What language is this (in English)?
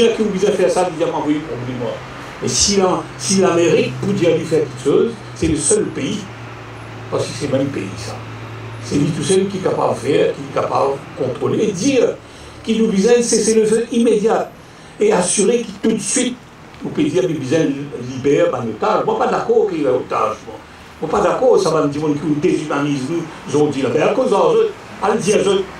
Morisyen